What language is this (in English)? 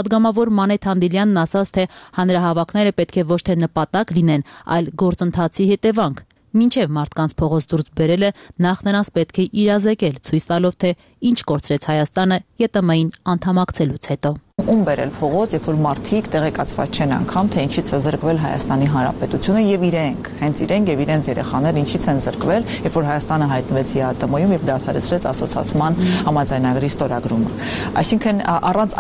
Armenian